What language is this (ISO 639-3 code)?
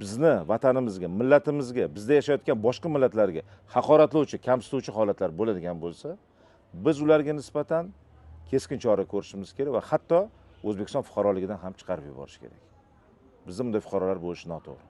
uzb